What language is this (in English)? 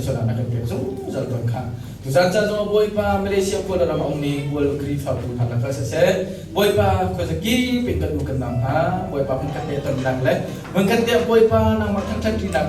Hakha Chin